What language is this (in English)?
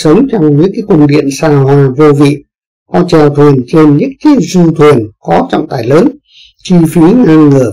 Vietnamese